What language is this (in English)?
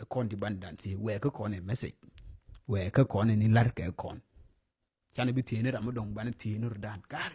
Nuer